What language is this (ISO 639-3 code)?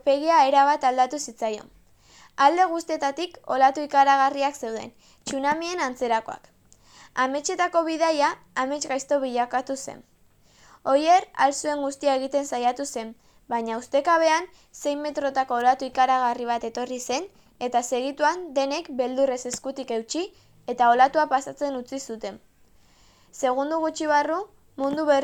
eus